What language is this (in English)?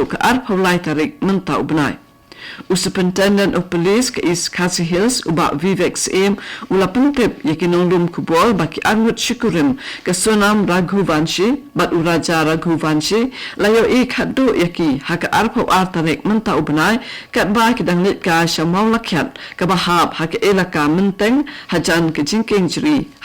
Khasi